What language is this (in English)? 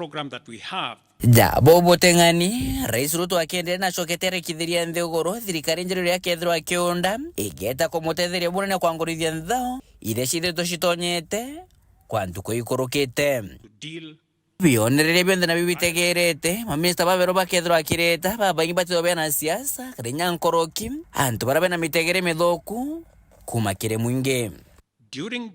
Meru